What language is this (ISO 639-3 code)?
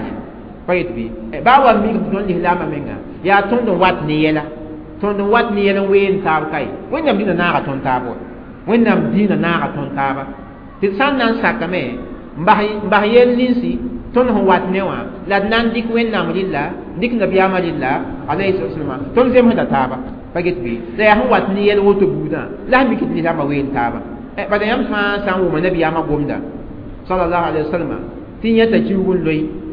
mos